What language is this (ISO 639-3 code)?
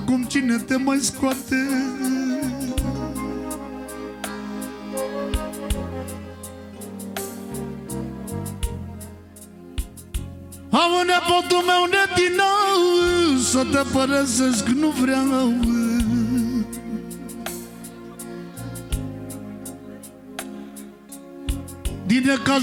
ron